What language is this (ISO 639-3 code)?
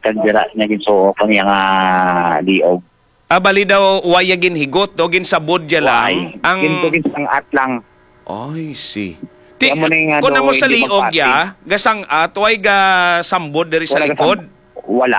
hil